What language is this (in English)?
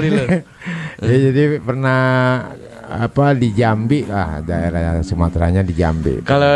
Betawi